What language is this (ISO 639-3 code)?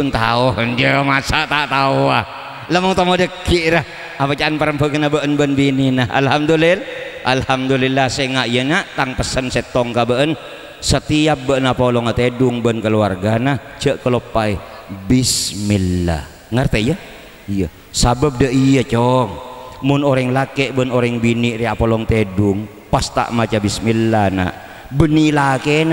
mad